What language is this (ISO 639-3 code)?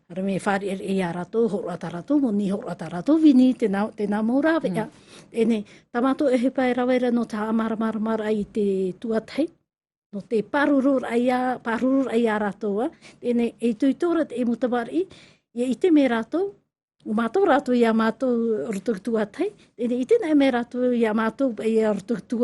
tah